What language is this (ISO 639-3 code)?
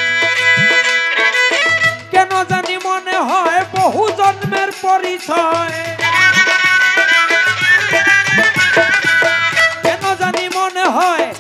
ben